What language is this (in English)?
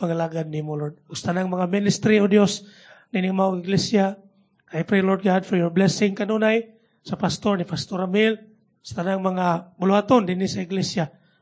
Cebuano